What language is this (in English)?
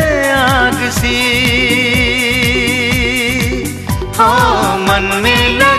Hindi